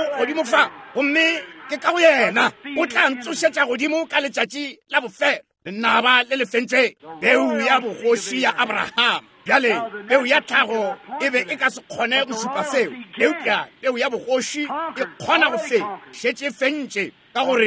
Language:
Northern Sotho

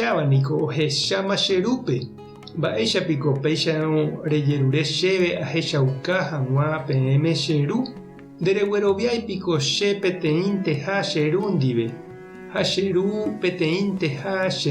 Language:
Guarani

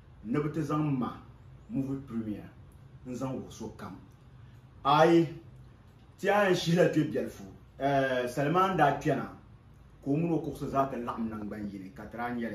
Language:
Dagbani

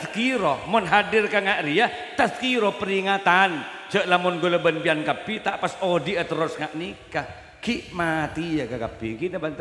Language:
Madurese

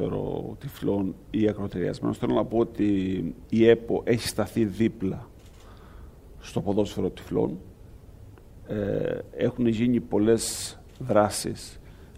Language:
Greek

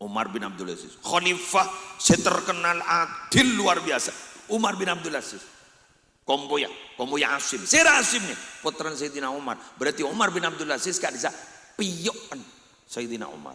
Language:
Madurese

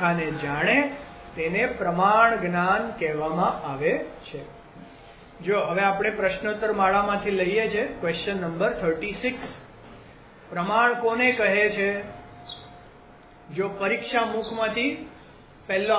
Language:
Gujarati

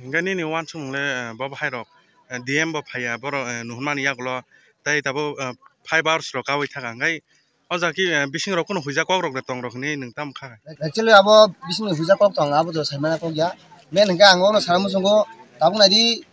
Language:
Kok Borok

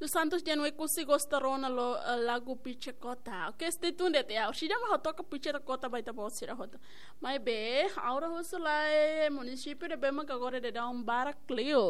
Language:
Tetum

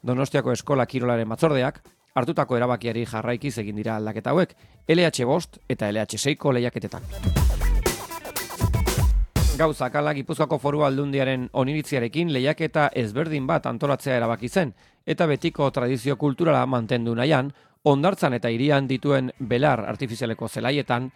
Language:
Basque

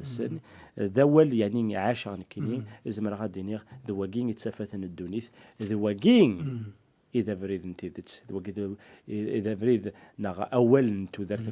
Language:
Kabyle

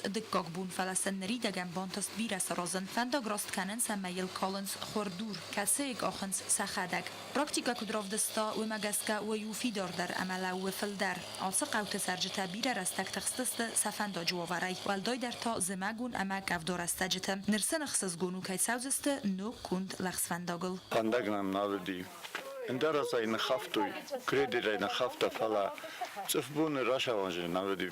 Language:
Ossetic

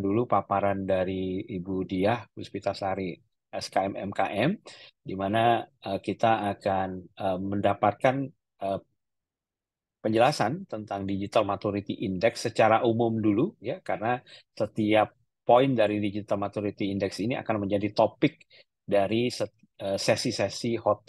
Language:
Indonesian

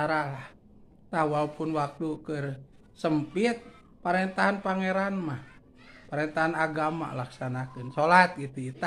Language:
Sundanese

